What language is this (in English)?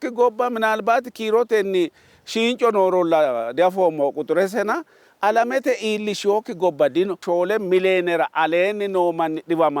Sidamo